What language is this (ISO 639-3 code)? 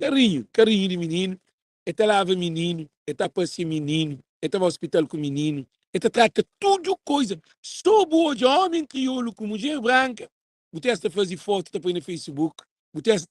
kea